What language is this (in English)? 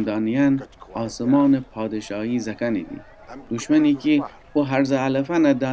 Gilaki